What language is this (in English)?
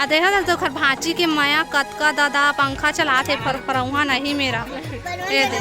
Chhattisgarhi